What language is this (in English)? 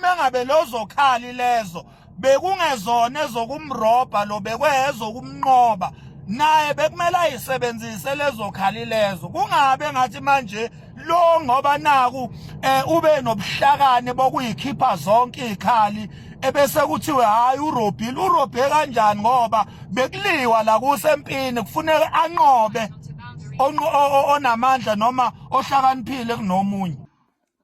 Zulu